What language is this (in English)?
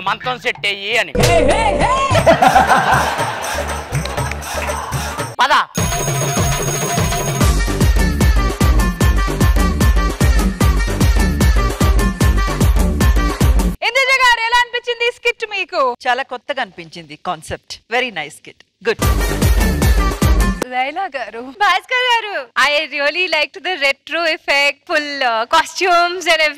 Telugu